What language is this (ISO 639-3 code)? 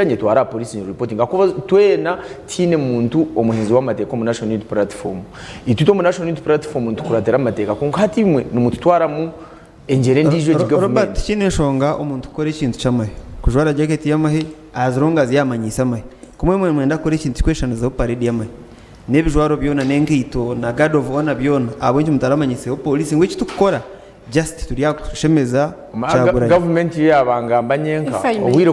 nyn